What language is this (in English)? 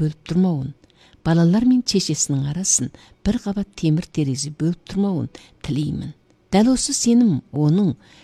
Kyrgyz